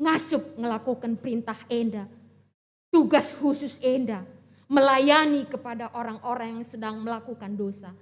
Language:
Batak Karo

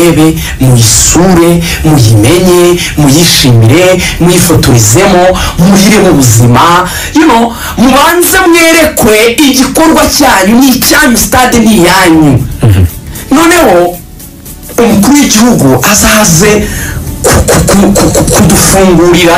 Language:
Kinyarwanda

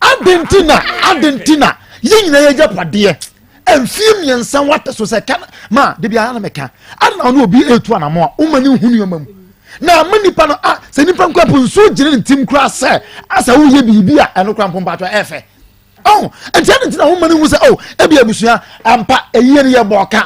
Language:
Akan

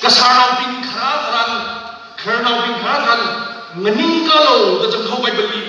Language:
Tangkhul Naga (India)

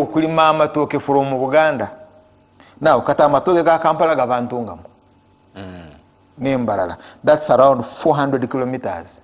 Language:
Ganda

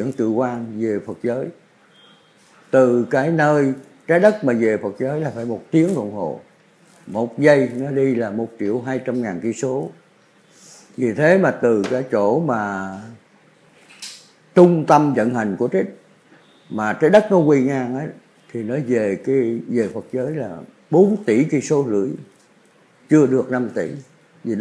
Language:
Vietnamese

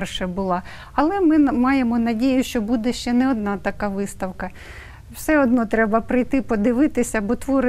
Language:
Ukrainian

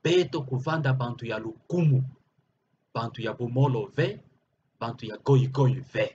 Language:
Kituba (Democratic Republic of Congo)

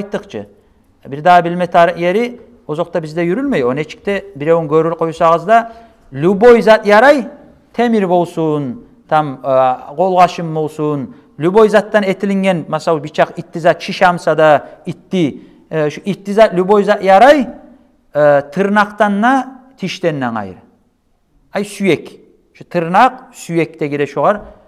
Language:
Kumyk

